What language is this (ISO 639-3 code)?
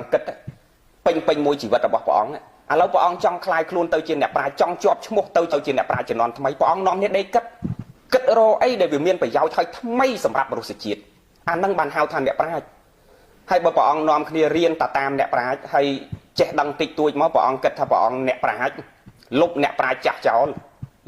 khm